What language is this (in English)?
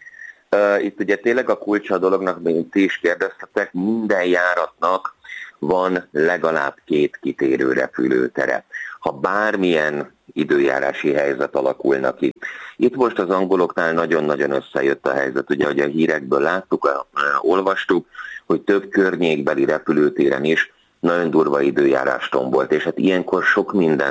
Hungarian